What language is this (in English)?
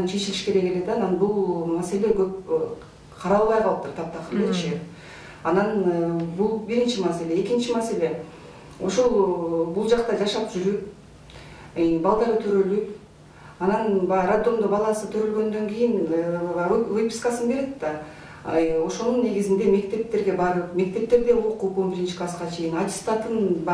Kyrgyz